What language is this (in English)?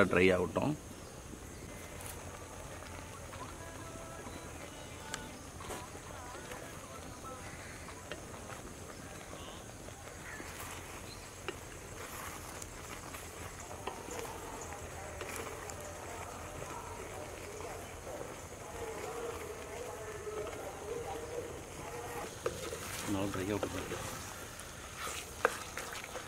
Tamil